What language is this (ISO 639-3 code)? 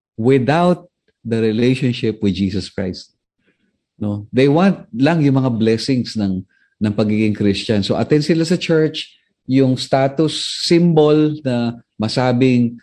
fil